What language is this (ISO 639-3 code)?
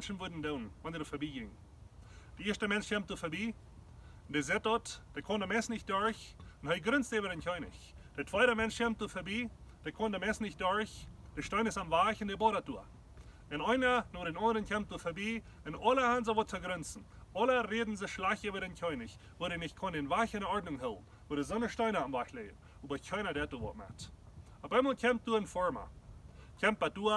pdt